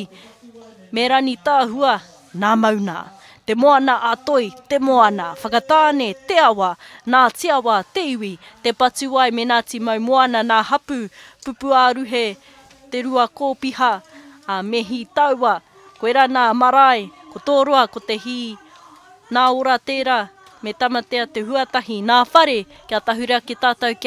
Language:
Māori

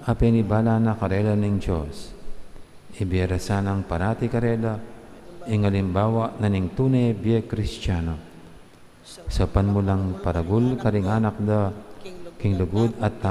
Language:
Pampanga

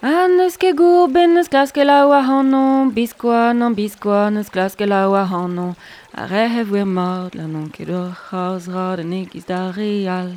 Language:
Breton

